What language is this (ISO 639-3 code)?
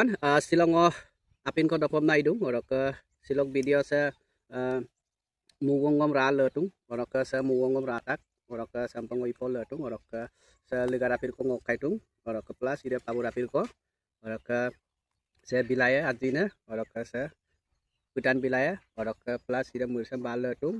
mrg